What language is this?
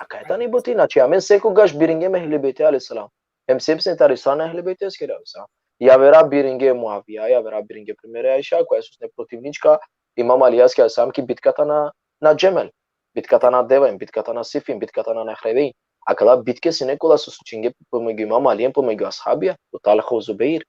Balkan Romani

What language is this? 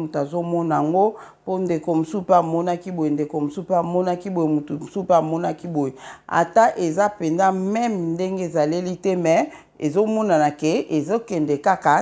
Lingala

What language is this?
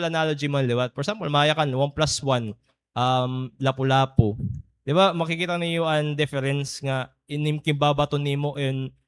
Waray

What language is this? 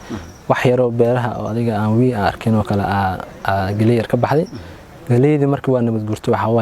Somali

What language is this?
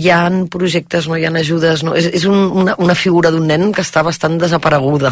Catalan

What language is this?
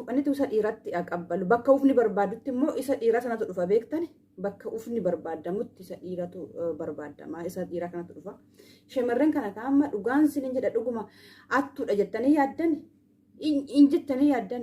Oromo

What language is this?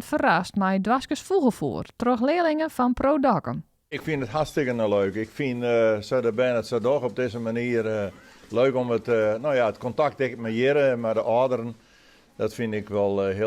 Western Frisian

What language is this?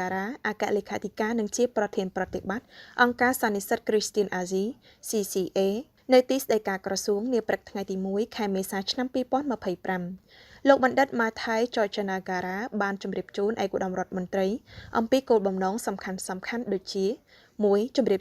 Khmer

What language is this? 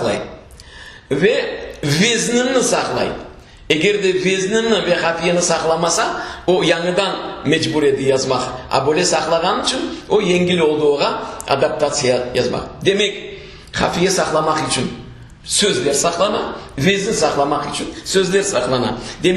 Crimean Tatar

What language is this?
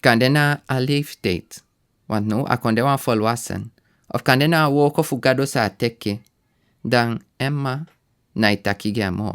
Sranan Tongo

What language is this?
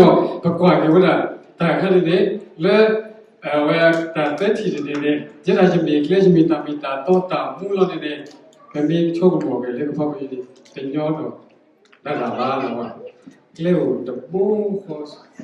S'gaw Karen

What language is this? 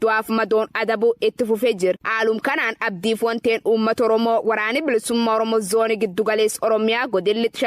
Oromo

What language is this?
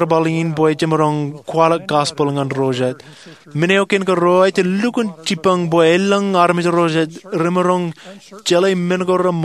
Marshallese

